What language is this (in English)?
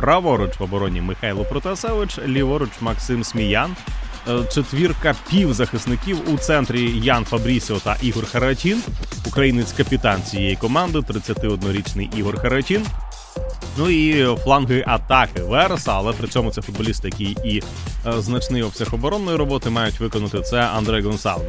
Ukrainian